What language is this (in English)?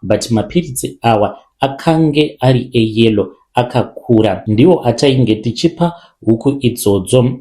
Shona